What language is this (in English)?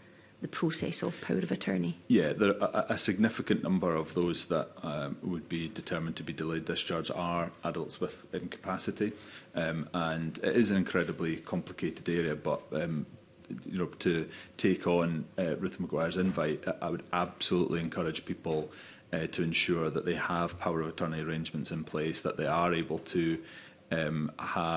English